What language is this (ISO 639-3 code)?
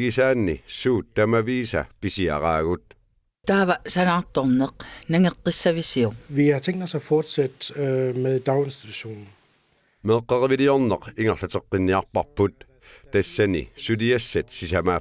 kal